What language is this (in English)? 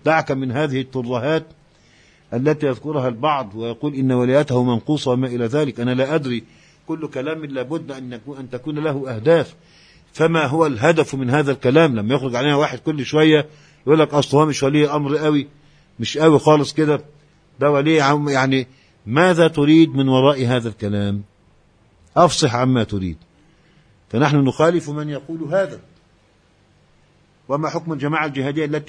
Arabic